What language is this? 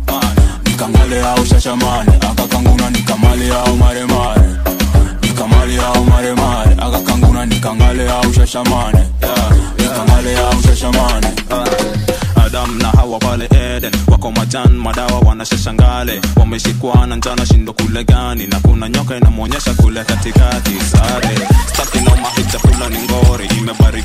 Swahili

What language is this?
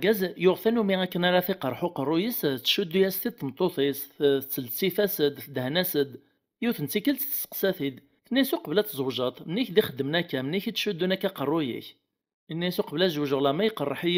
Kabyle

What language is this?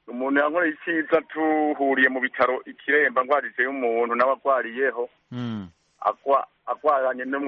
Kinyarwanda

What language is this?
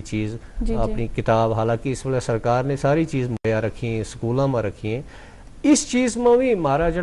Gujari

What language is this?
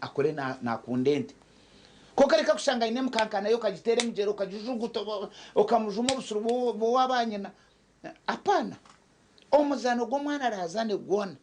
Nyankole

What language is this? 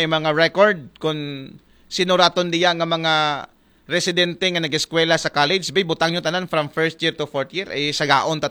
Aklanon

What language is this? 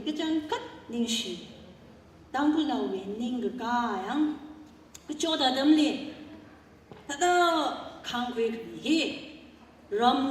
Tangkhul Naga (India)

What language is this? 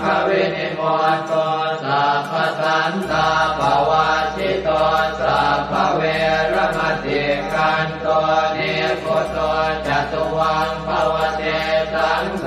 Pali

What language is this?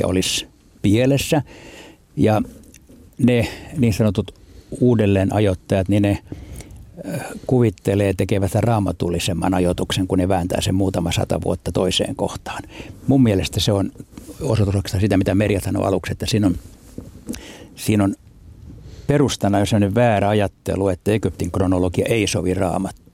Finnish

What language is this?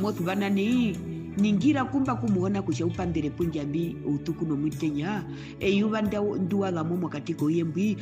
Herero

